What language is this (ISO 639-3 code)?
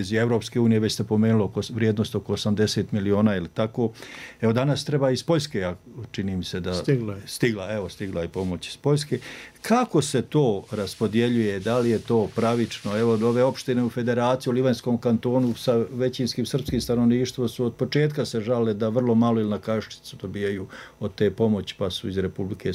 bos